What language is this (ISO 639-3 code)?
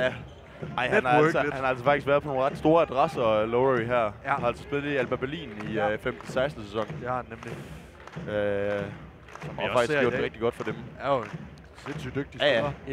dan